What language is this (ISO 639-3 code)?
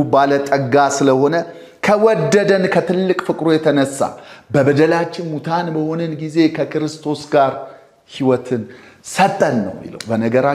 amh